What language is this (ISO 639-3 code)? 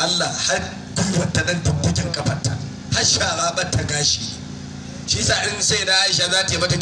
hau